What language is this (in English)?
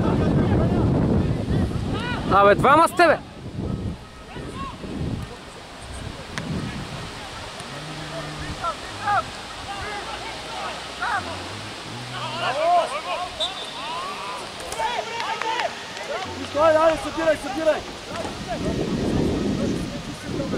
Bulgarian